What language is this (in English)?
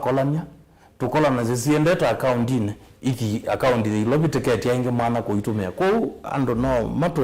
Kamba